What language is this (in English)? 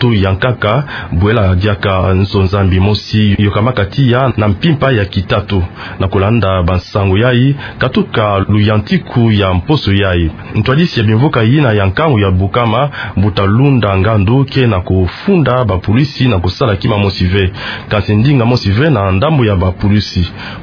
Kituba (Democratic Republic of Congo)